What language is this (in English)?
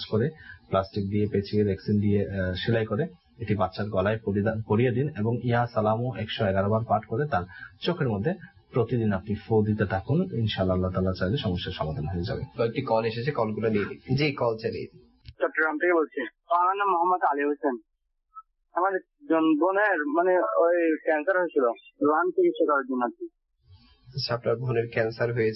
Bangla